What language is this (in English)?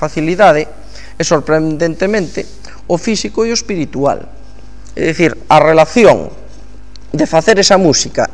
Galician